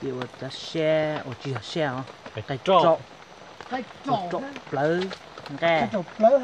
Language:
Hmong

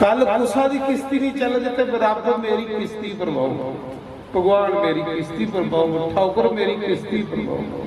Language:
Dogri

